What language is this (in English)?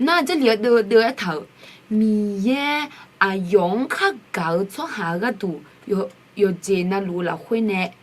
Akha